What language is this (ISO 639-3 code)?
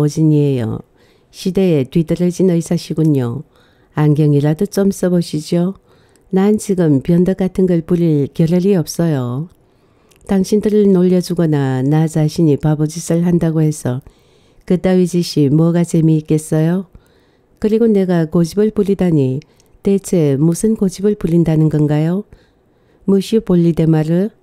kor